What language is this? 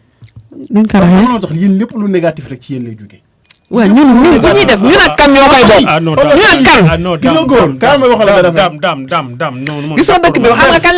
Wolof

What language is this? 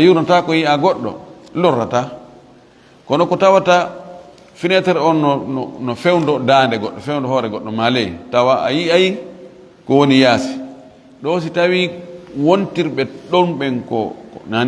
Fula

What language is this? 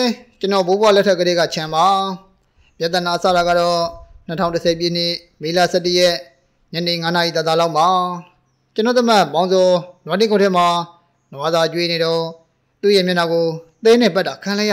Burmese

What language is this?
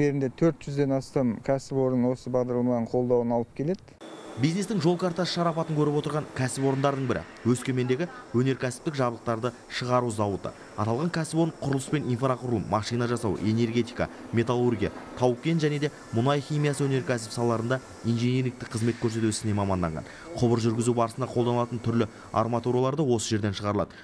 Kazakh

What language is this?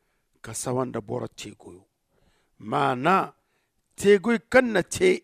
Zarma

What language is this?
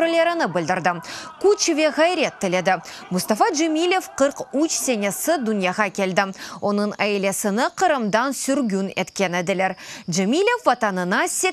Crimean Tatar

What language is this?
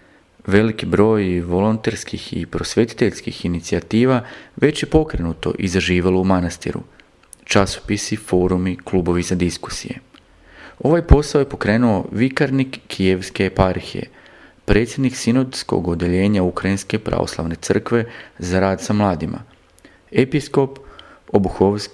Serbian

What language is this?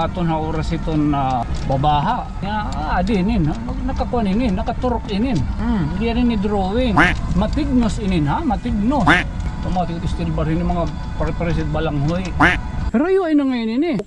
Waray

